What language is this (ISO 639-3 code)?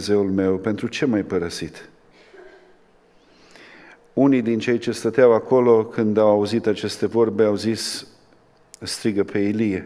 ron